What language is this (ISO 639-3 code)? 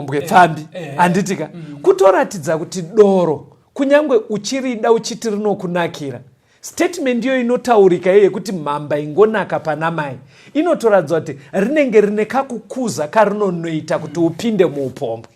sna